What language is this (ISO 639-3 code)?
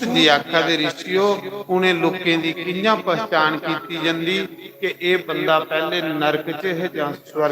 doi